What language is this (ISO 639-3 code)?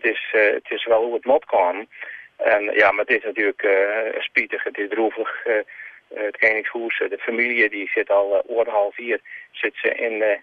fry